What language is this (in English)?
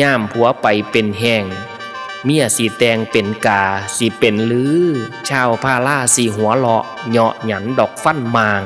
Northeastern Thai